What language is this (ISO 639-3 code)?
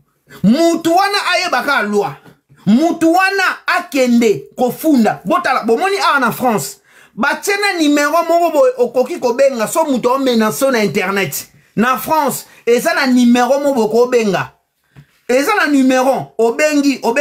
lin